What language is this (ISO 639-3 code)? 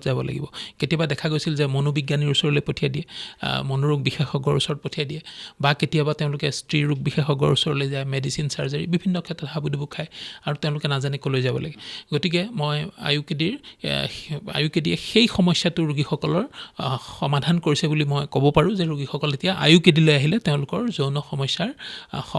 asm